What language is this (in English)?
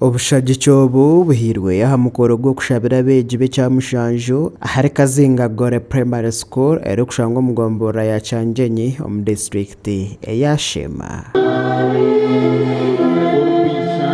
Nyankole